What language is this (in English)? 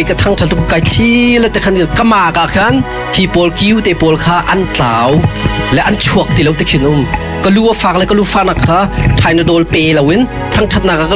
Hakha Chin